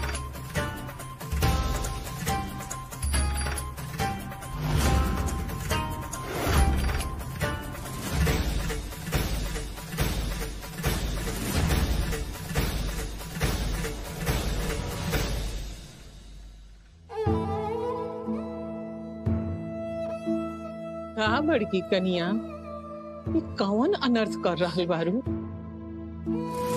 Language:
Bhojpuri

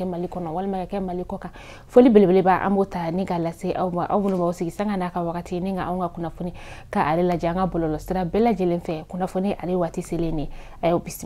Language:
Bambara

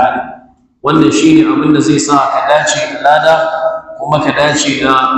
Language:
Hausa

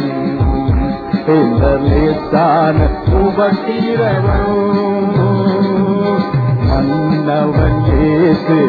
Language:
Tamil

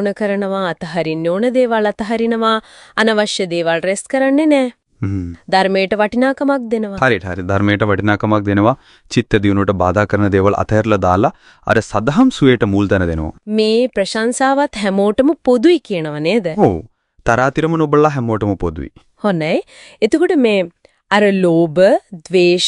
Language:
Sinhala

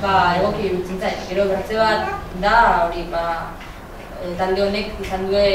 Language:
Basque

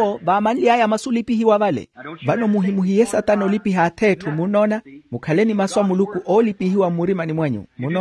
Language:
Makhuwa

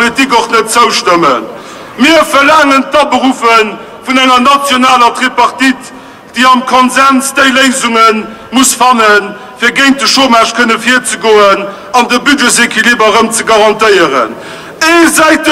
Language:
Luxembourgish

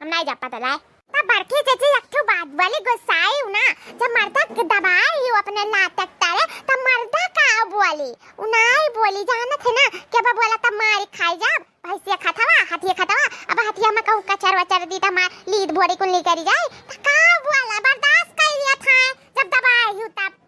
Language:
Awadhi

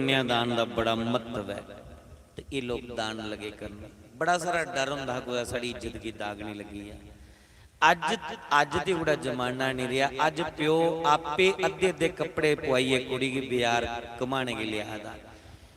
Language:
Dogri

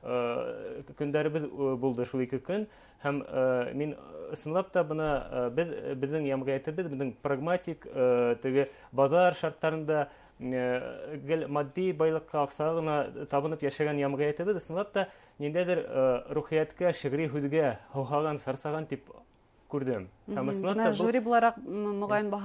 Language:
Bashkir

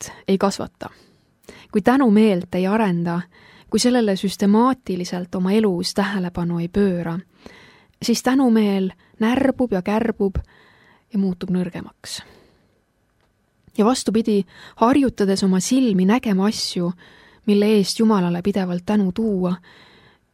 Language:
Estonian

